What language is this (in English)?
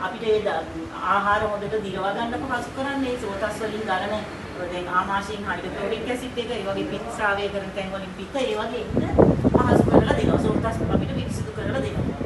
Sinhala